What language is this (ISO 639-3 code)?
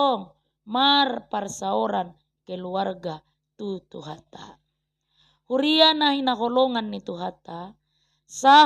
bbc